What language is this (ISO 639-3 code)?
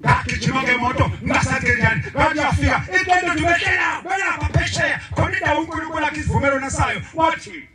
zul